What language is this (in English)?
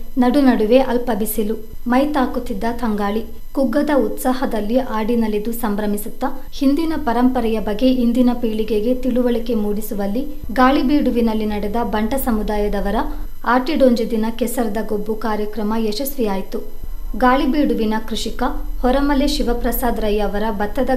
Kannada